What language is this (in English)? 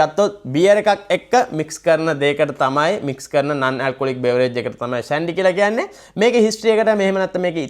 Sinhala